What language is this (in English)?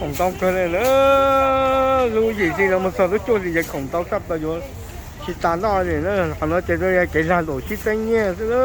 Hmong